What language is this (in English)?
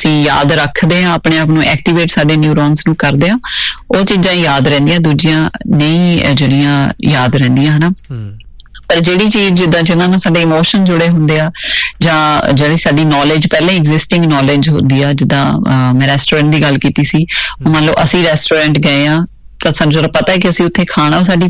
Punjabi